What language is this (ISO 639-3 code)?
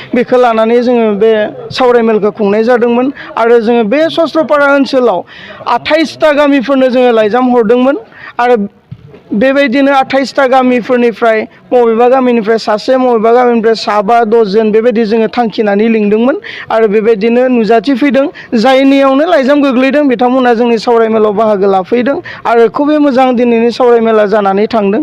brx